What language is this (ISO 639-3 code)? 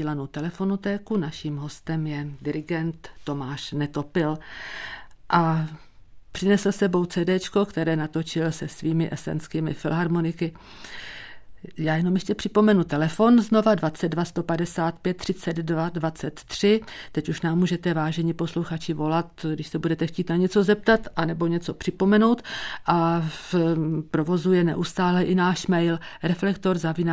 ces